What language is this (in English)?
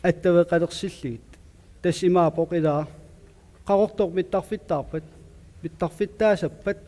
Kalaallisut